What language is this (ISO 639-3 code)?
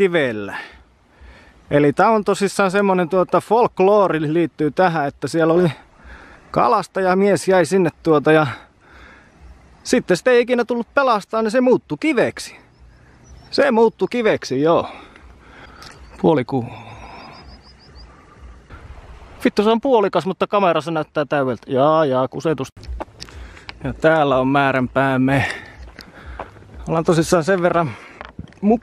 fin